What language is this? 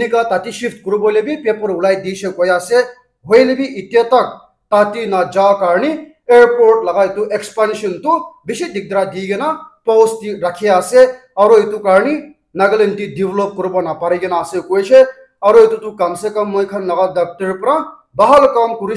Naga Pidgin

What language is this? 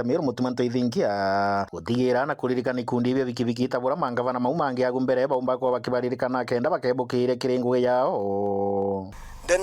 Meru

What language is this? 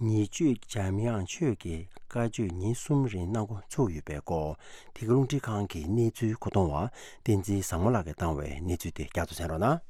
Tibetan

